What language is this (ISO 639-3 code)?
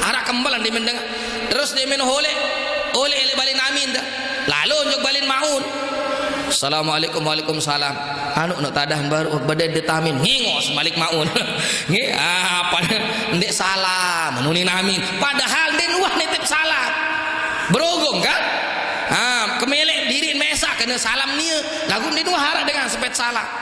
sas